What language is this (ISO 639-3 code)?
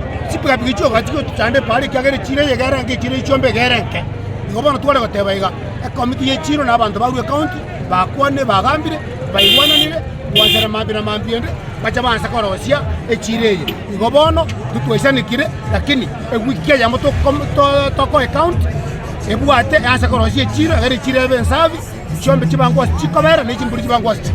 guz